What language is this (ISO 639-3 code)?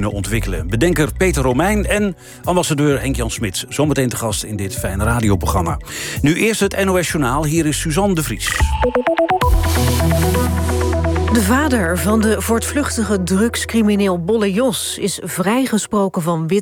nld